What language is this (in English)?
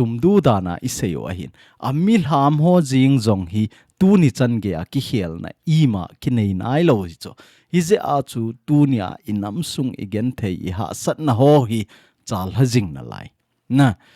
Thado Chin